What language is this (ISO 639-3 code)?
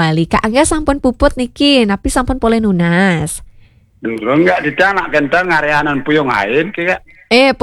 ban